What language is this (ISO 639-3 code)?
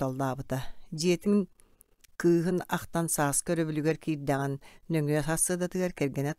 sah